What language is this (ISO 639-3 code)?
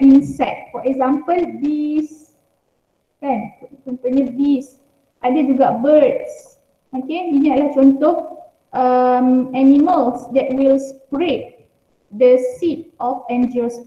msa